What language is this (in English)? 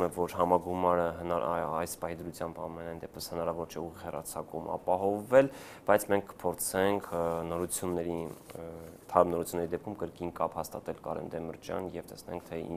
Armenian